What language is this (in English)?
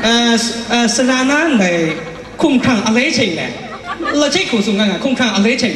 Kachin